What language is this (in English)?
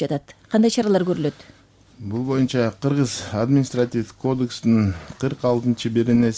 Kyrgyz